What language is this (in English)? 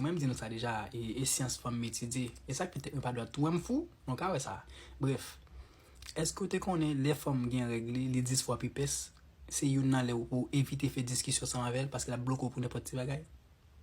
Haitian Creole